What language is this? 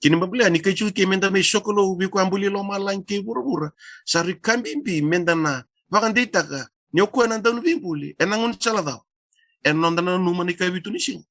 Fijian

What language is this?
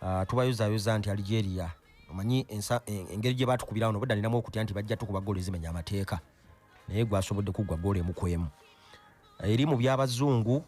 Ganda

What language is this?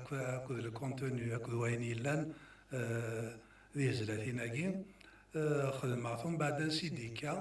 Kabyle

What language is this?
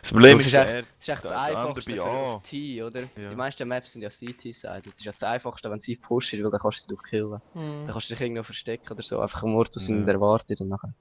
Swiss German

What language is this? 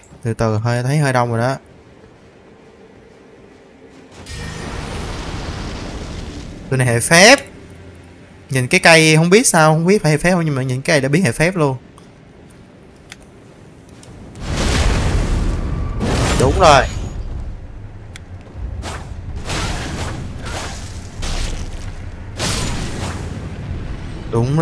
Vietnamese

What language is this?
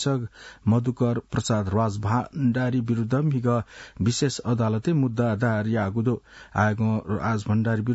Newari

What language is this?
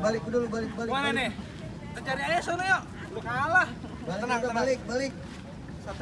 Betawi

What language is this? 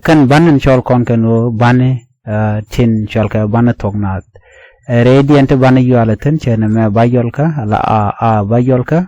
Nuer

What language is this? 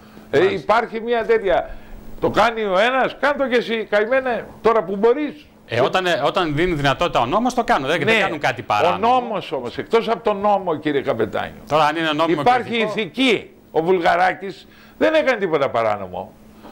Greek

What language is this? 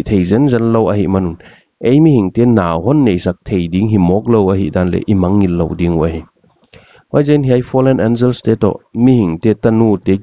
Paite Chin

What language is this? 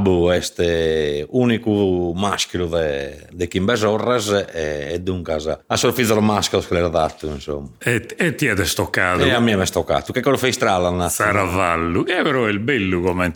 Sardinian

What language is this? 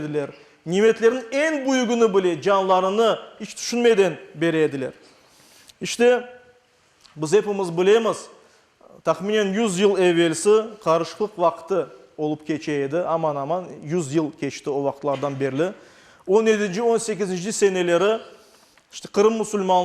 Crimean Tatar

